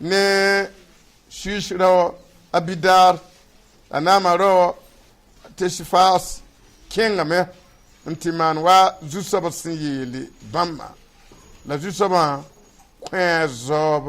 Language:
Mossi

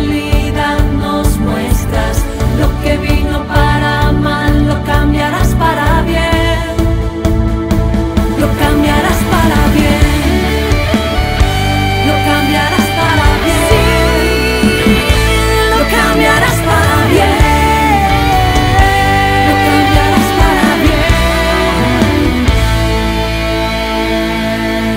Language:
Spanish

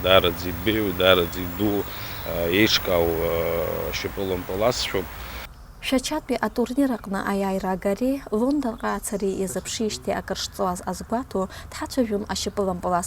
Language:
Abkhazian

